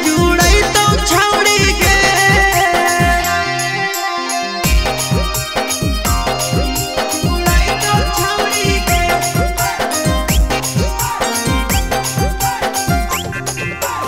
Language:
Magahi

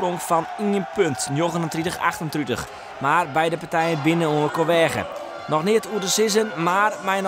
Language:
Western Frisian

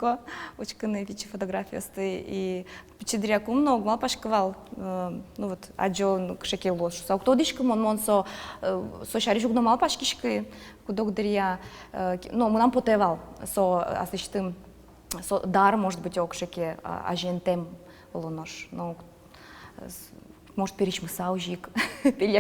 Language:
Udmurt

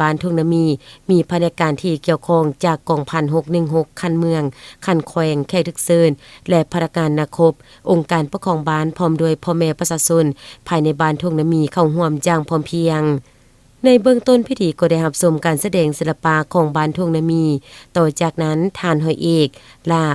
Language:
Lao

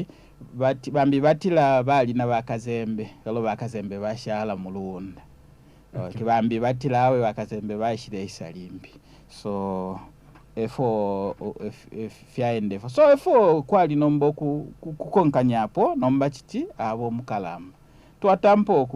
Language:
Bemba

